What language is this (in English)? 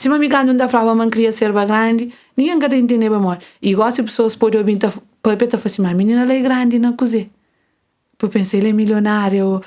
Kabuverdianu